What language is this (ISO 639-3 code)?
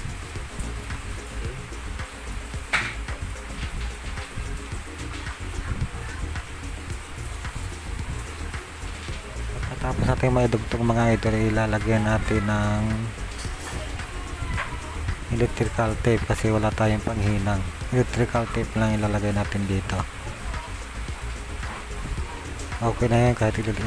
fil